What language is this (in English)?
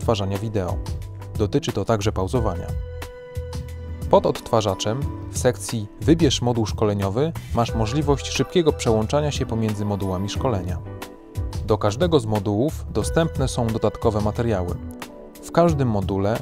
Polish